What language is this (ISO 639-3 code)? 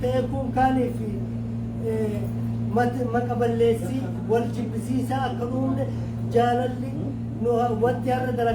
orm